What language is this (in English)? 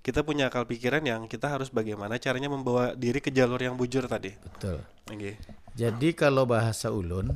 Banjar